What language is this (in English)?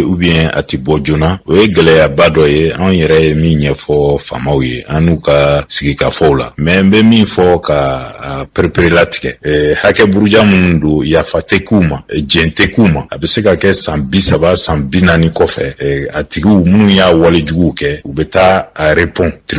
Bambara